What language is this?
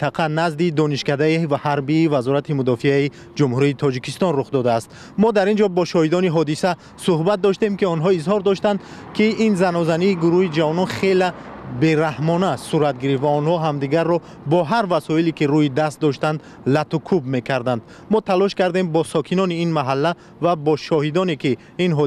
Tajik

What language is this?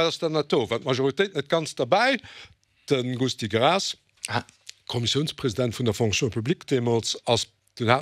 Luxembourgish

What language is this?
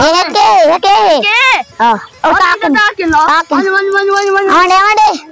Saraiki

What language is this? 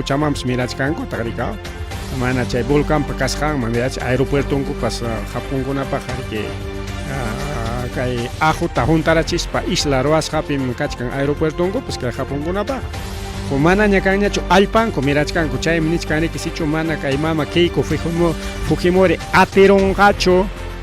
Ayacucho Quechua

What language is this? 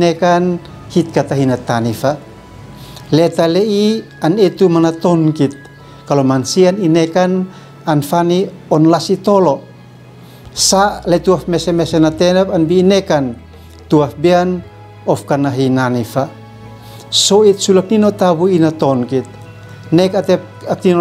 Uab Meto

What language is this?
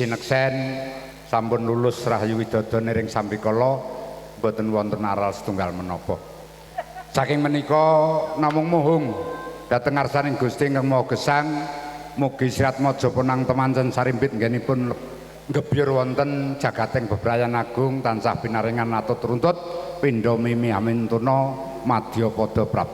Javanese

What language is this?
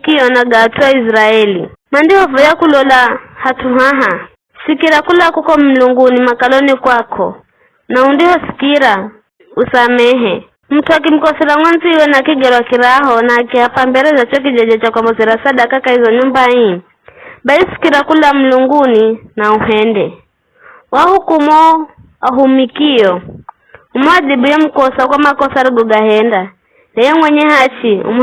Giryama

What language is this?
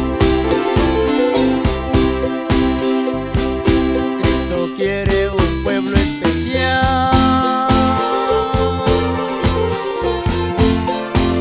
Spanish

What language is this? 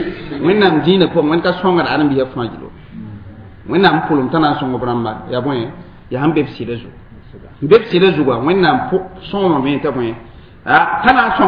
Mossi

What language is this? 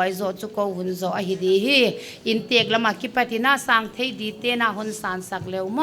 Paite Chin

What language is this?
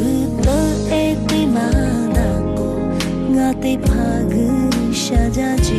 Lahu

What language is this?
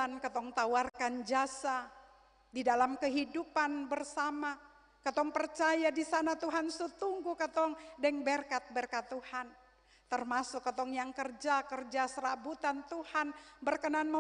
Ambonese Malay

